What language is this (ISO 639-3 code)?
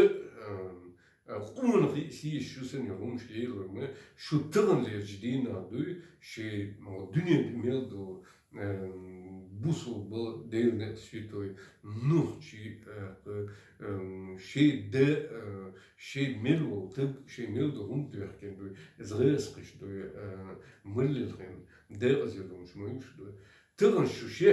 che